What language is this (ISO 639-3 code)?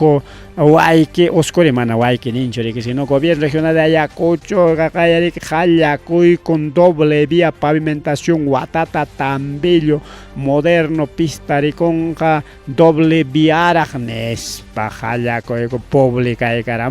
quy